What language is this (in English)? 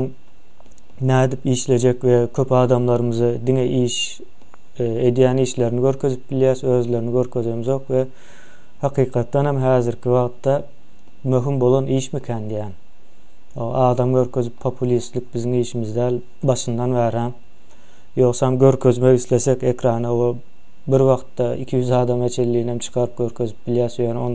Turkmen